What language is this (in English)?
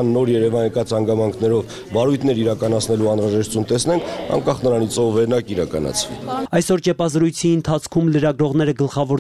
Armenian